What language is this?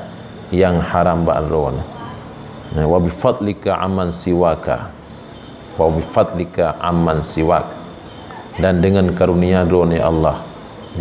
Achinese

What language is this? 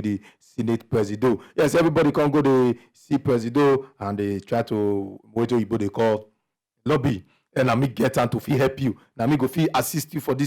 Nigerian Pidgin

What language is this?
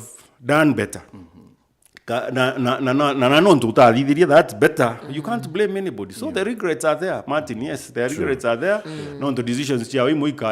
Meru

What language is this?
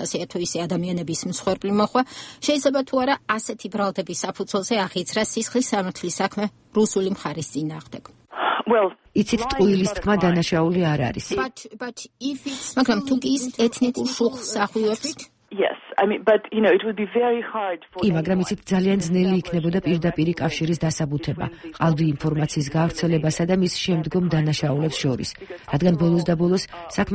Georgian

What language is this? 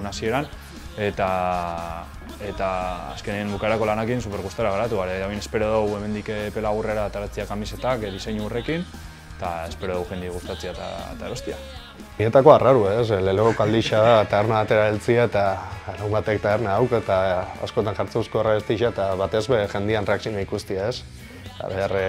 Basque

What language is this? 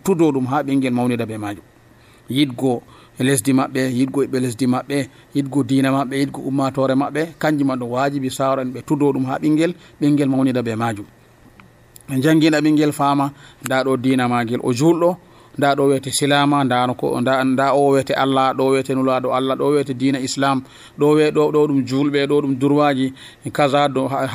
Nigerian Fulfulde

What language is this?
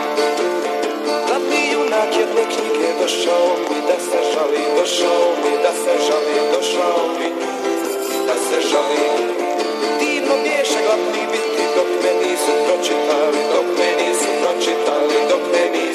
Serbian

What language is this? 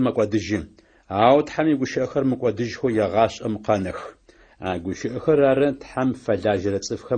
Adyghe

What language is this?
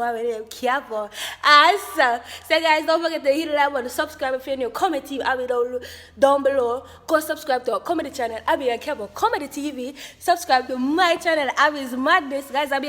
Jamaican Creole English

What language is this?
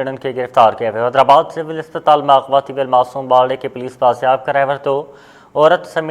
Sindhi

